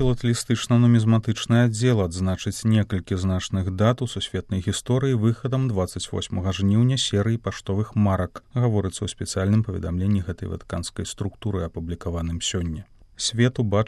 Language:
Belarusian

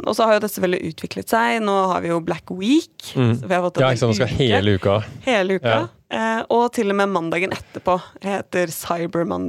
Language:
Norwegian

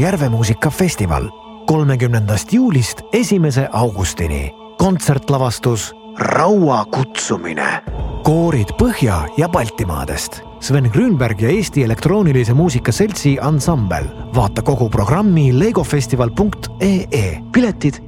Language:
Estonian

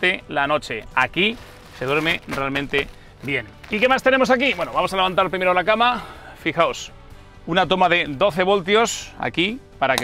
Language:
Spanish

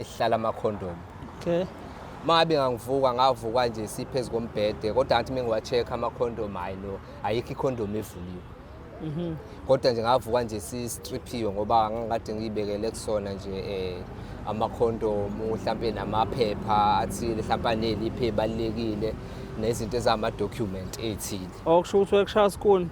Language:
Zulu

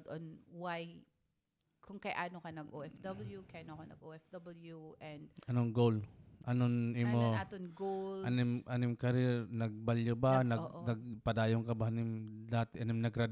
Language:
Waray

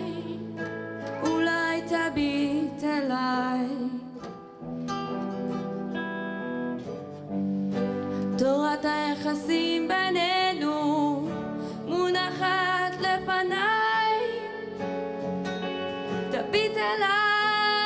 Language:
Hebrew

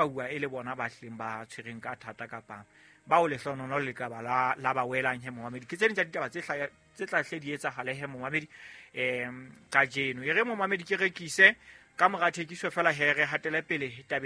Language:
Southern Sotho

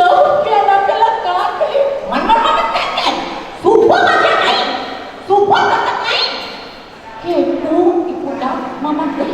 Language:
Balinese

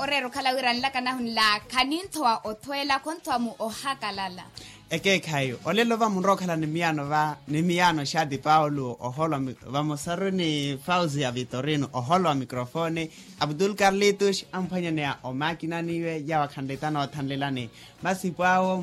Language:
Makhuwa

